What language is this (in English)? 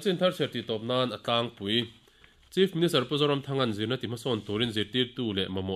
Mizo